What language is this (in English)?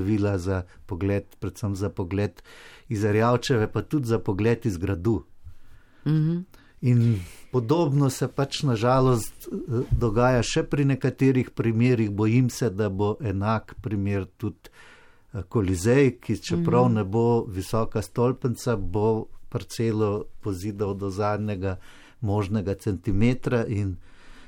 Slovenian